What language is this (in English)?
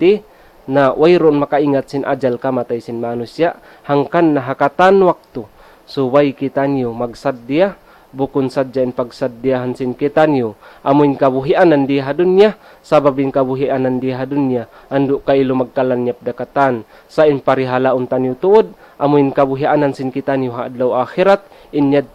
Tausug